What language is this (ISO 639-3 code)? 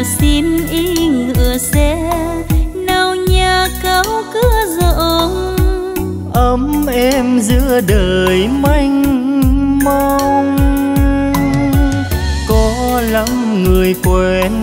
vie